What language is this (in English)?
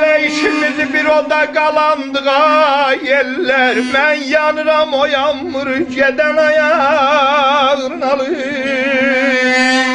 South Azerbaijani